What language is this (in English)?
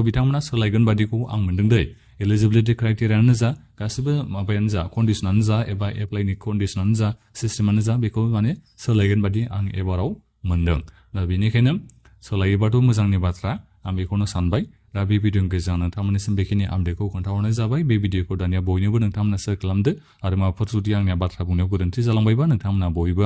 Bodo